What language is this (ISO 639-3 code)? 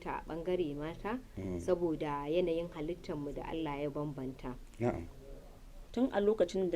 hau